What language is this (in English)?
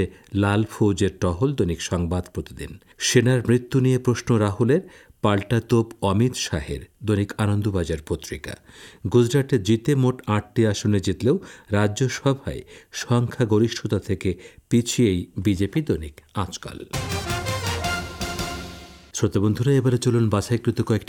Bangla